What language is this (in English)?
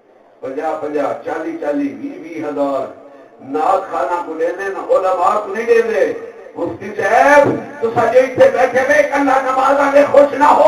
Saraiki